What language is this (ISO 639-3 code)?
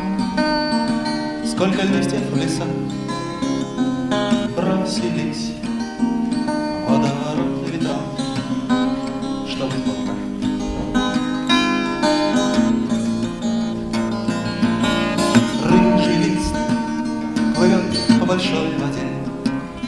rus